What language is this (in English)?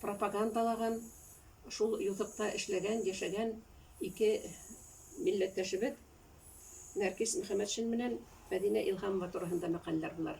Bashkir